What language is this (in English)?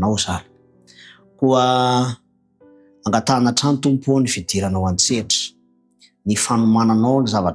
Malagasy